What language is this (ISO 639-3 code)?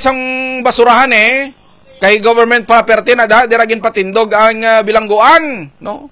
hil